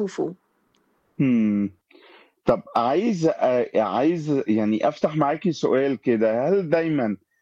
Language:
Egyptian Arabic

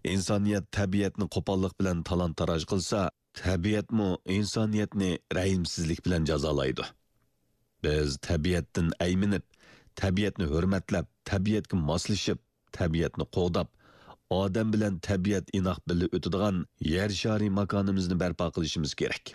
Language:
Uyghur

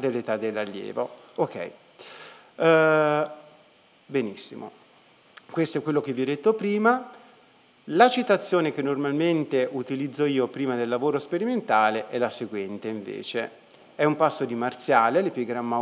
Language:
Italian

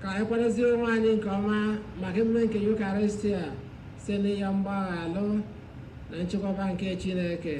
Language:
Igbo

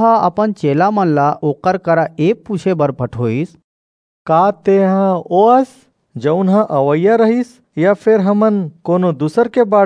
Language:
Chhattisgarhi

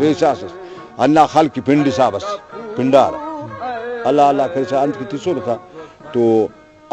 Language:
Brahui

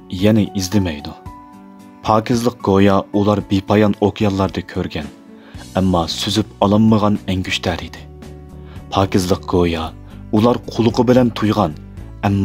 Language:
Uyghur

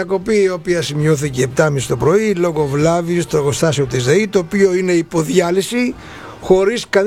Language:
Greek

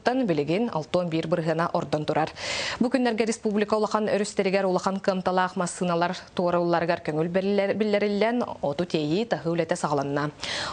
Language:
Yakut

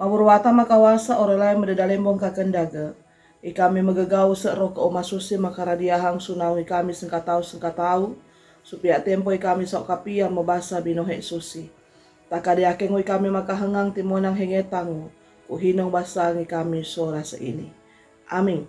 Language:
Sangir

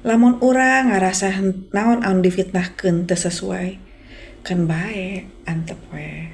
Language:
Sundanese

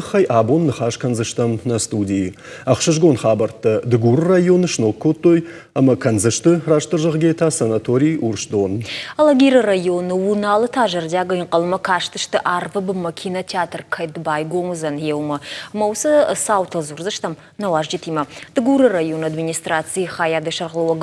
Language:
Ossetic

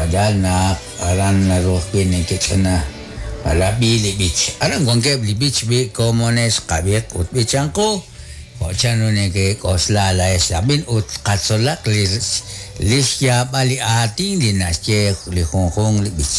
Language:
Kekchí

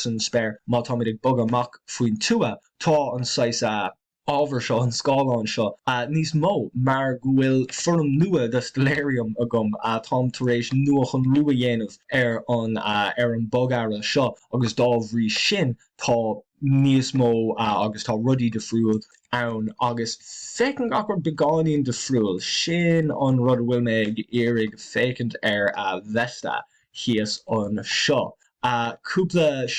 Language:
Irish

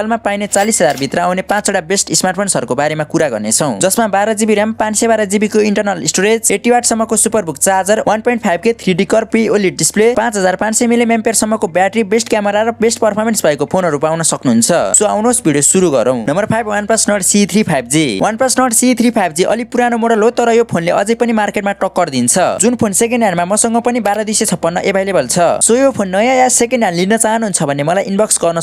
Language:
Nepali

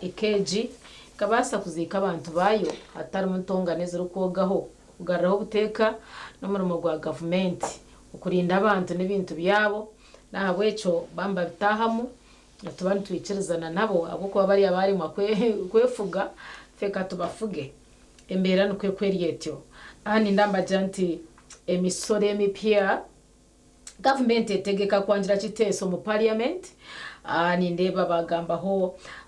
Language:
Nyankole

